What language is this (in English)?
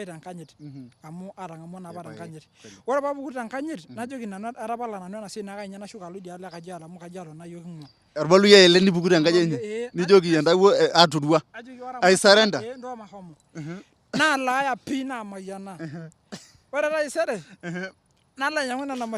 Masai